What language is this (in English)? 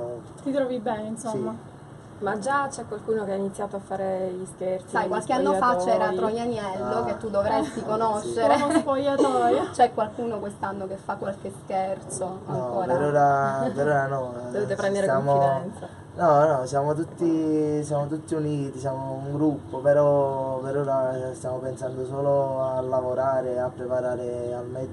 Italian